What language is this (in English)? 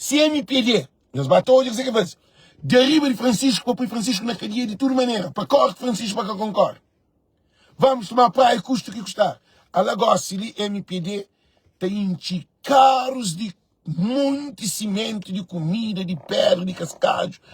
Kabuverdianu